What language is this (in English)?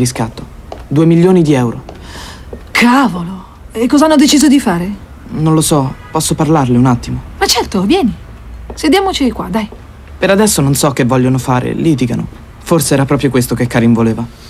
Italian